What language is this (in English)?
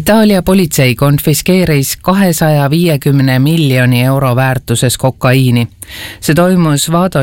Estonian